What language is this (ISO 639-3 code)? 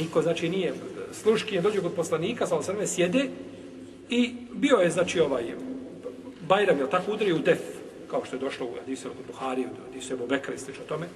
bos